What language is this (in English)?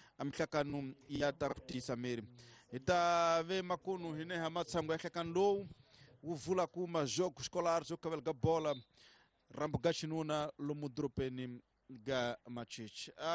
Tsonga